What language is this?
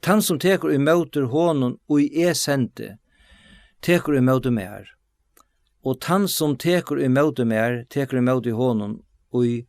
Faroese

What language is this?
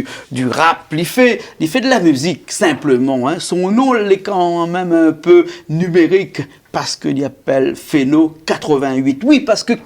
Réunion Creole French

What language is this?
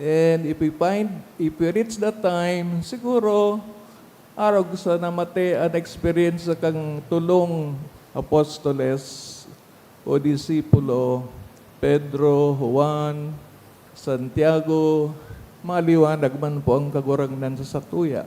Bikol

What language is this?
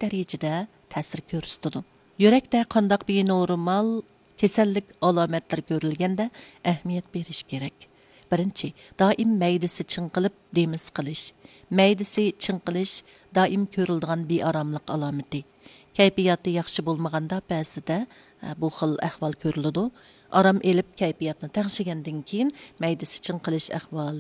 Uyghur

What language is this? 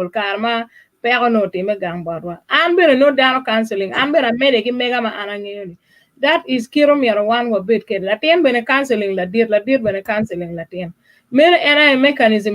Acoli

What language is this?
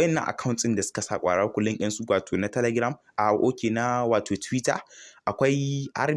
Hausa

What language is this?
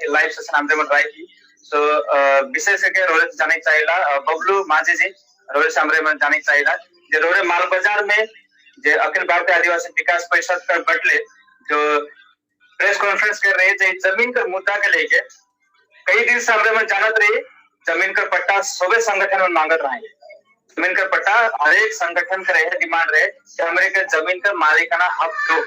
Sadri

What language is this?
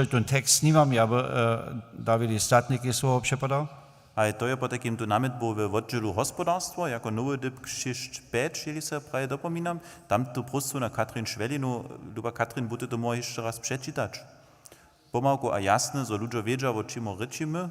Upper Sorbian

